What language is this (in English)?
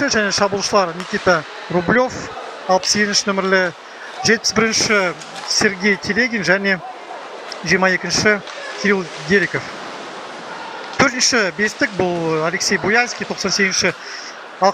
Kazakh